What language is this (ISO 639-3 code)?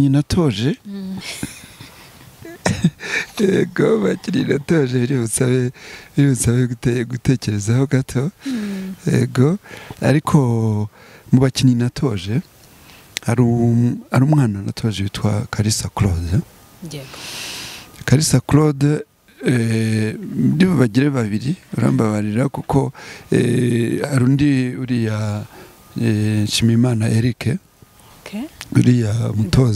kin